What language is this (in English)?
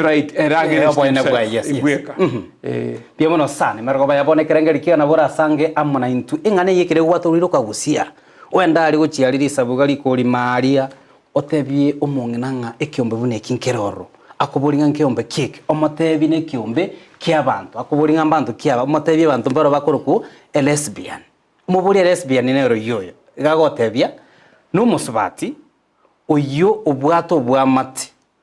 Gusii